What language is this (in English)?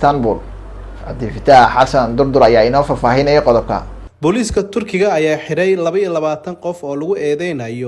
Somali